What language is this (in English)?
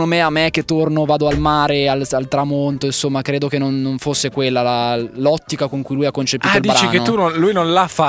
Italian